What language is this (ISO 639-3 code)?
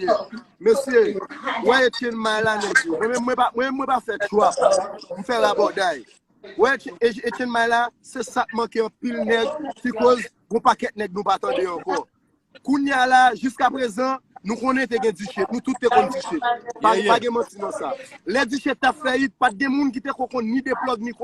hat